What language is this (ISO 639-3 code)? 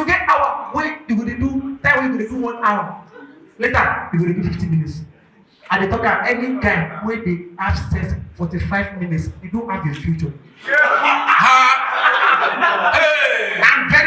pcm